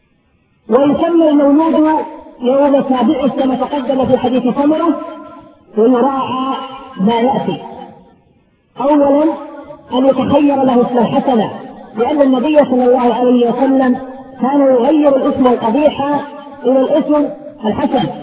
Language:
Arabic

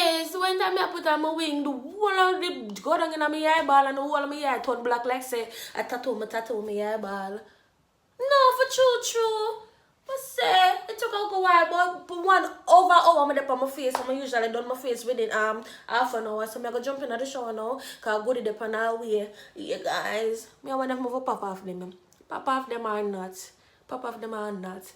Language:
Jamaican Creole English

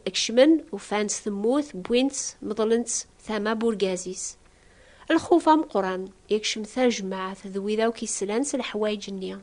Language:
Kabyle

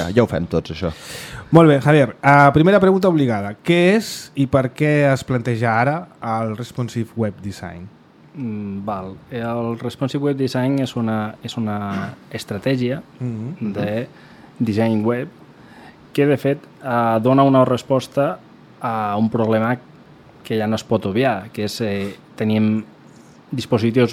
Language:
Catalan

